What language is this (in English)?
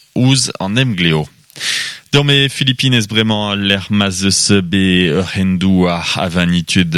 Breton